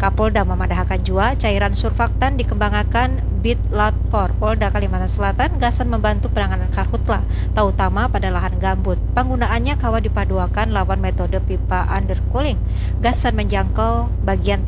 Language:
Banjar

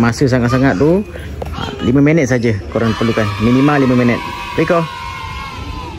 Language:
Malay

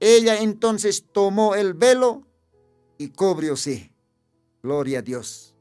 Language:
Aymara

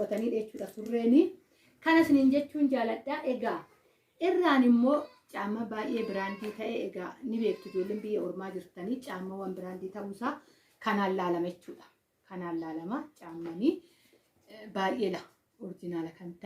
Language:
Oromo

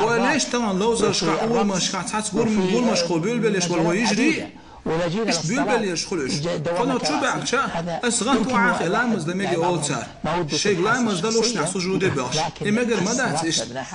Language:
Chechen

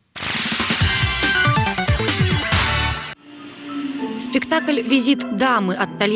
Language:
Russian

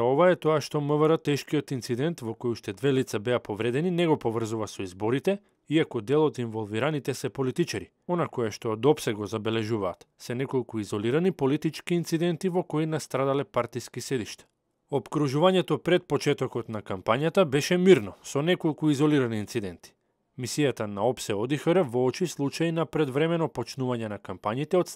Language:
Macedonian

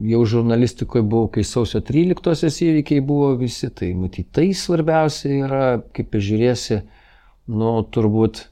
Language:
Lithuanian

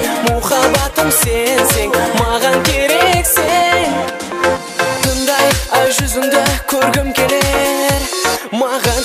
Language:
Kara-Kalpak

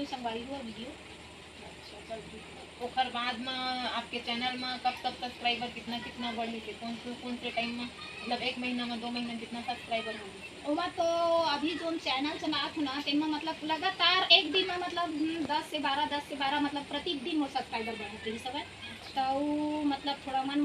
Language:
Chhattisgarhi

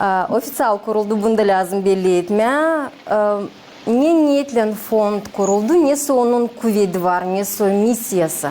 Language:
Gagauz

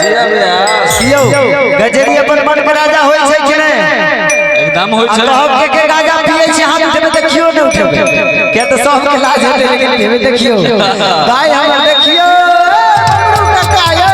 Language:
Maithili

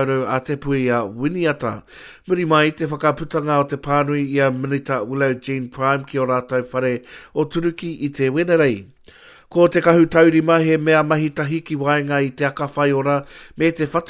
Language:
Māori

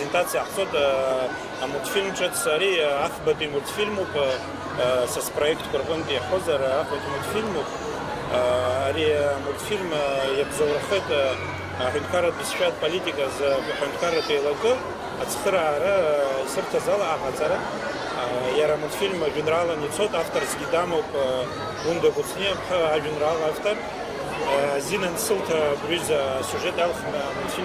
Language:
Abkhazian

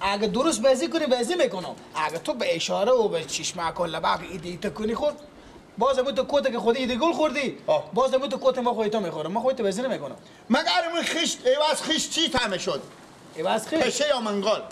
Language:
Persian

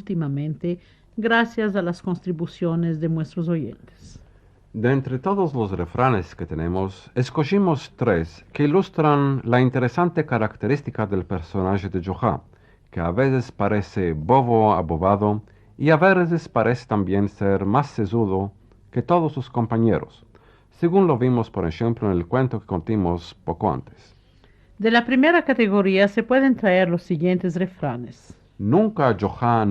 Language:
Ladino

